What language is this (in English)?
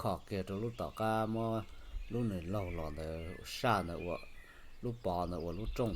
Hmong